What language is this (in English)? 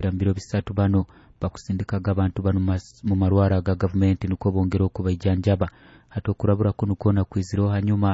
Nyoro